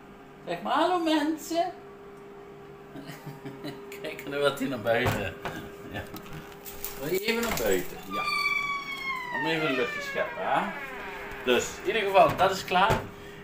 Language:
Dutch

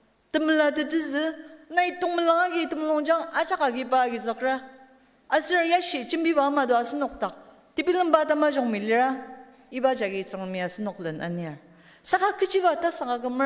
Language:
Ao Naga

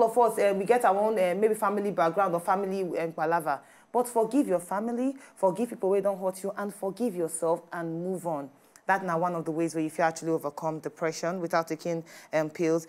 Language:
Nigerian Pidgin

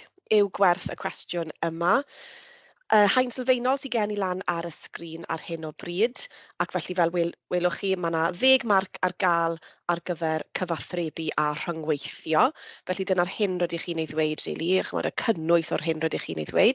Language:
Welsh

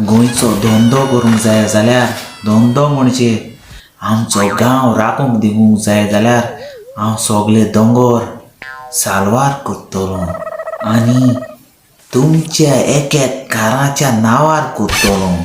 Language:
Konkani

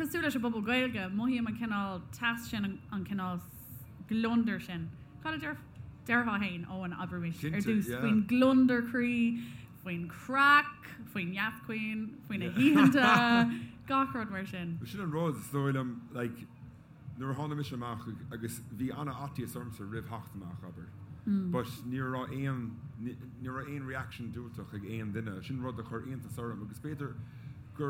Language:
Irish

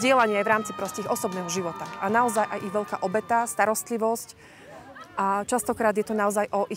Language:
Slovak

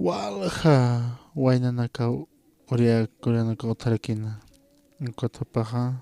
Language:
Aymara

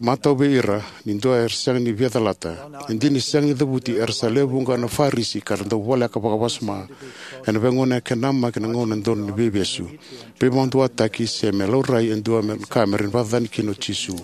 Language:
Fijian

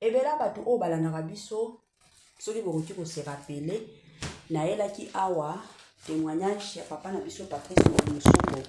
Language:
Lingala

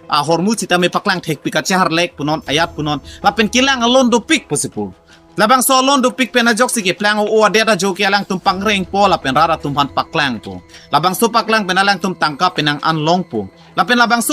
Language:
Karbi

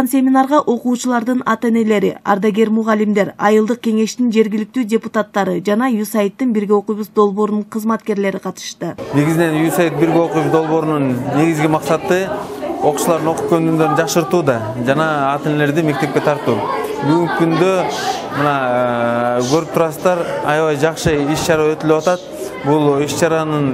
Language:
Kyrgyz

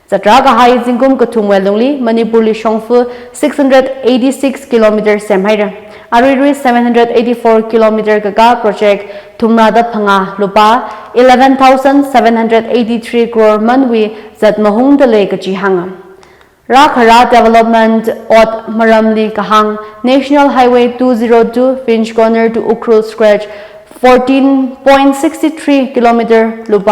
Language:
Tangkhul Naga (India)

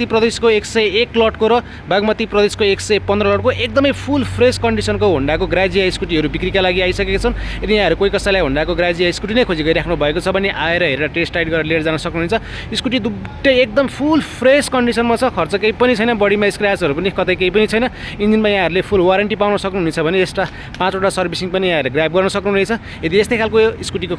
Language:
Nepali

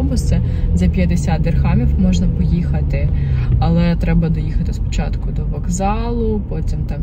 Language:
Ukrainian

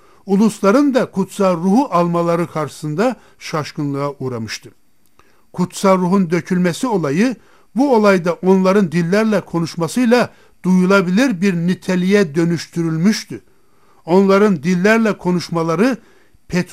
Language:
Turkish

